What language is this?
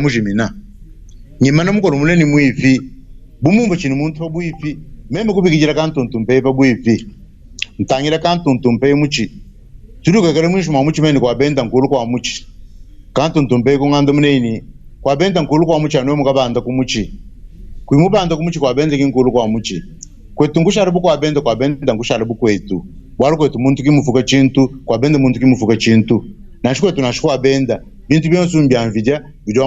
Luba-Lulua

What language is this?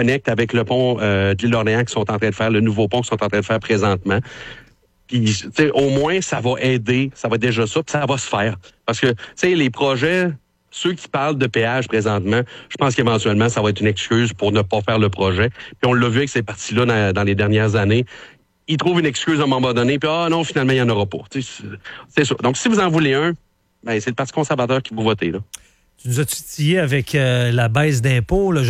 French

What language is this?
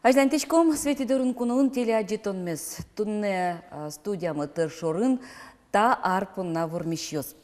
Udmurt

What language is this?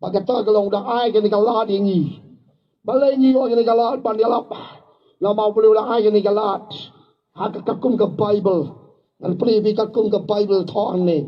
Khasi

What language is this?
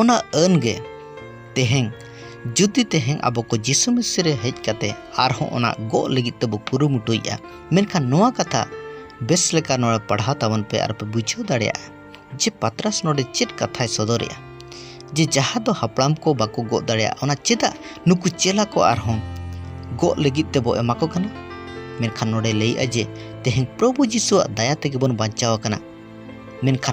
Santali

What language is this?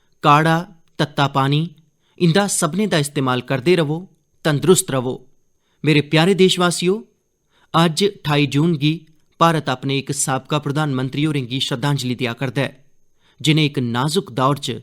Dogri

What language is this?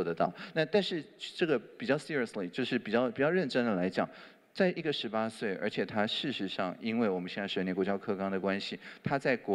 Chinese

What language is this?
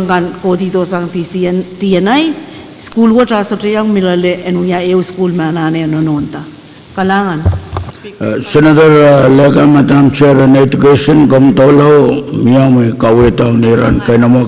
Pohnpeian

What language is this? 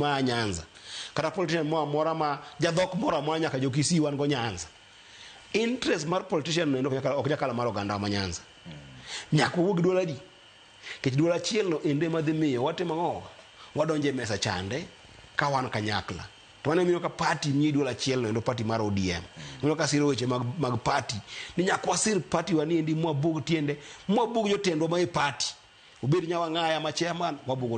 Luo (Kenya and Tanzania)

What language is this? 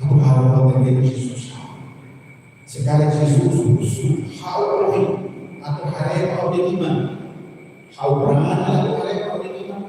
Tetum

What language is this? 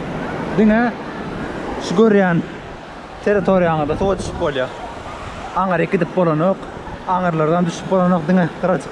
Turkmen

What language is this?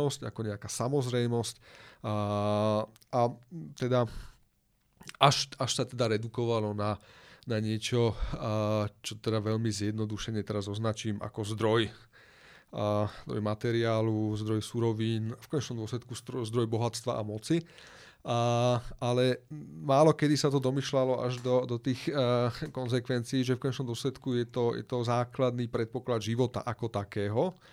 Slovak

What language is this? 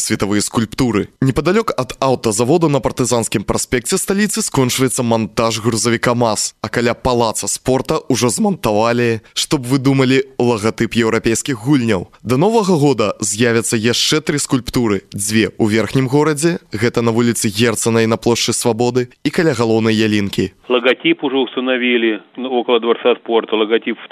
Belarusian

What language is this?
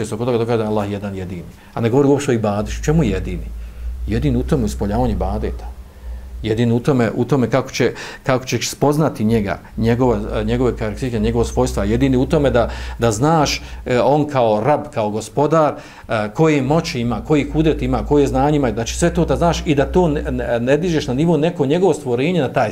Bosnian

